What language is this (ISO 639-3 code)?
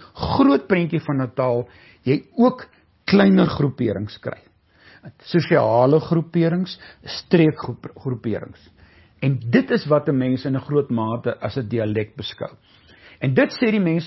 afr